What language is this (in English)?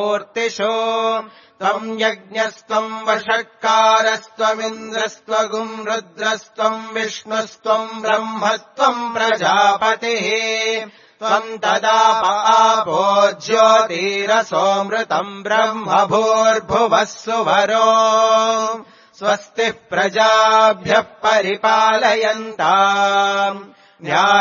Sanskrit